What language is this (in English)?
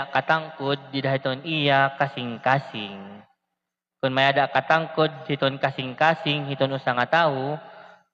Waray